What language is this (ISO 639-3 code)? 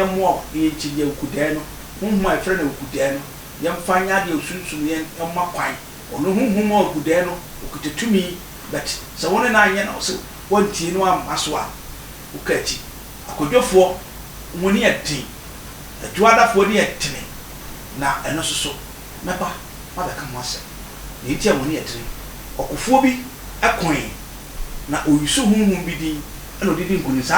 aka